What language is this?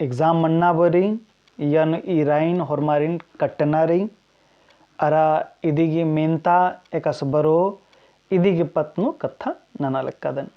Kurukh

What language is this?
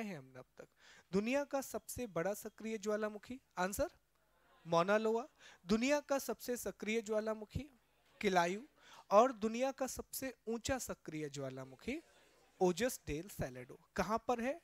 Hindi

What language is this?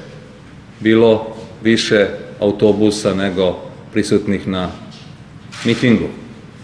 Serbian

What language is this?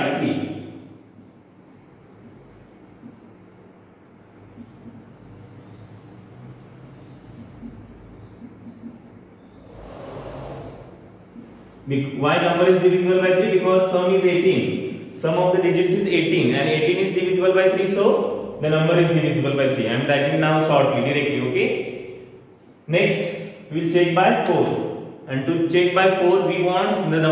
English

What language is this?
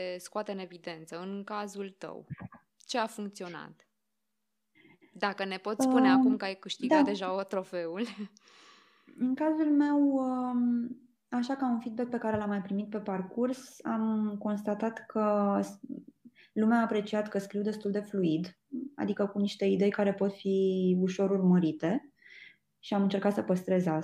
Romanian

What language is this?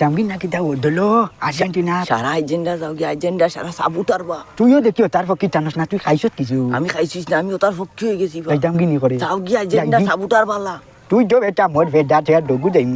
Sylheti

